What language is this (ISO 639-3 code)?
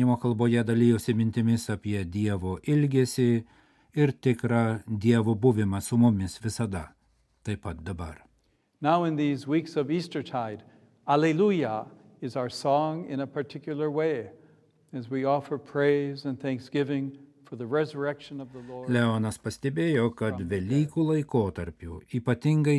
lit